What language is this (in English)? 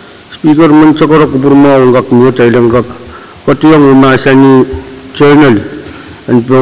Pohnpeian